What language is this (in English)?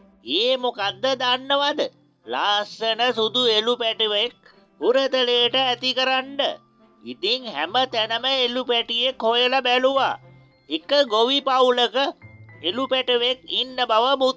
Sinhala